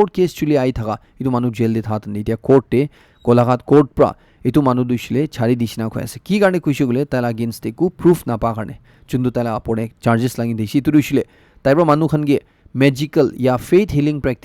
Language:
Naga Pidgin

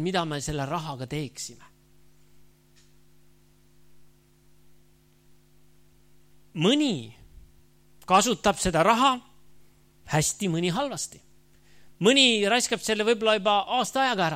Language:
Estonian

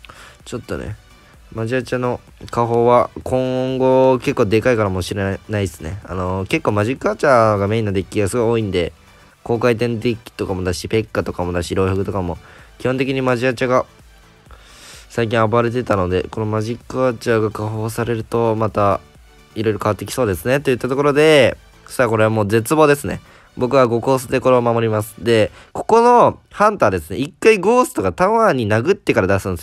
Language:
Japanese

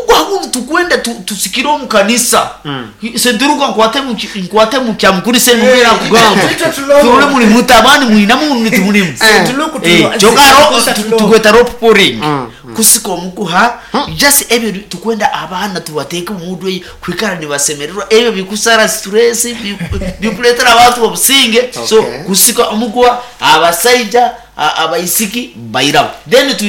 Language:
Nyoro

